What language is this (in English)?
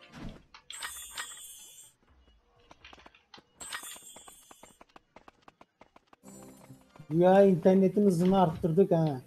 Turkish